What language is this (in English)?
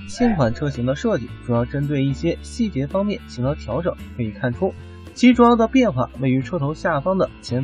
Chinese